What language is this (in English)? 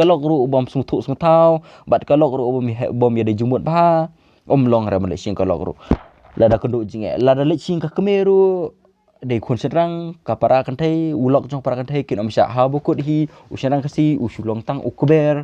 Khasi